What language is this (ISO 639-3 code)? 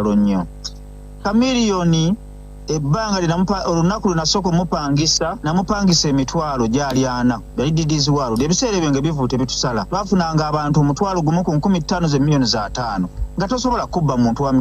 lug